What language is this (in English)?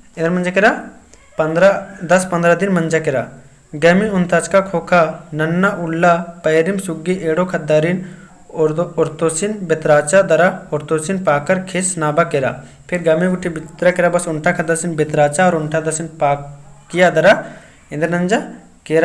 Kurukh